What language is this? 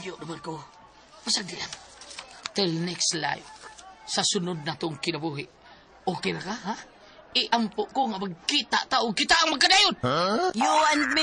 Cebuano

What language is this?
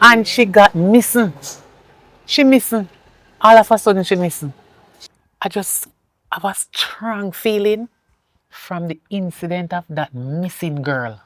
Jamaican Creole English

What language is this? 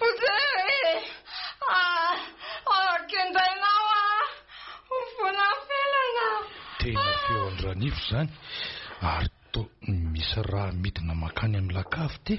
Malagasy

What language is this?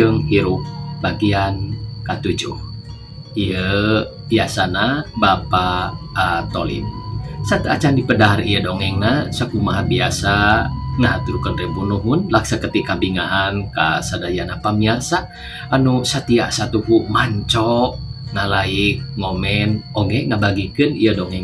Sundanese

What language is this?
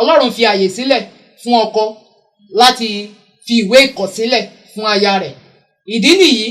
Yoruba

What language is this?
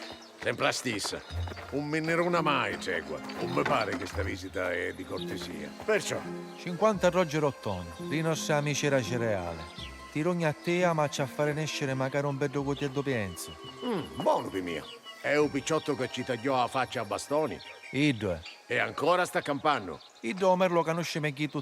Sicilian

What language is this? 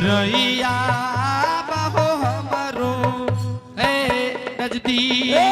Angika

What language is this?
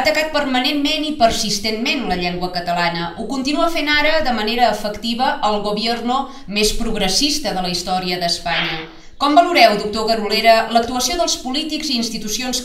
Catalan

